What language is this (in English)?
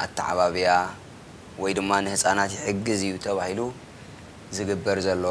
Tigrinya